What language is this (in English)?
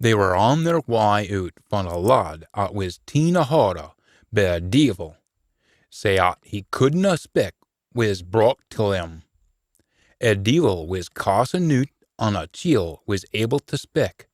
Scots